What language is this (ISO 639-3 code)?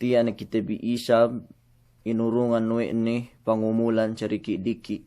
yka